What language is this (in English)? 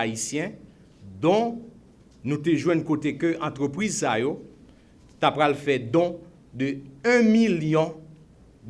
Haitian Creole